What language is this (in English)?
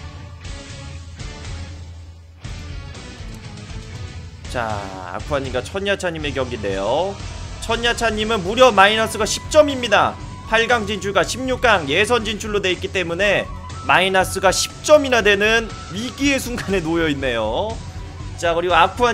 Korean